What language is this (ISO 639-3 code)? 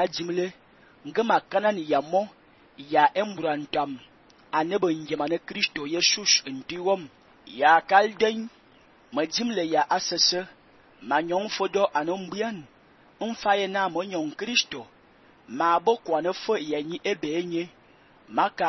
fan